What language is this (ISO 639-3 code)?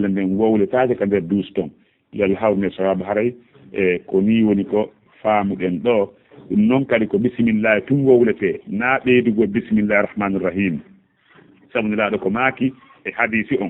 ful